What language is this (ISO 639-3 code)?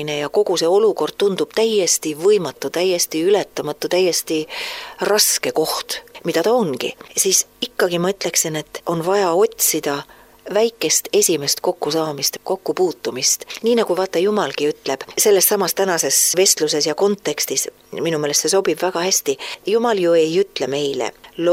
est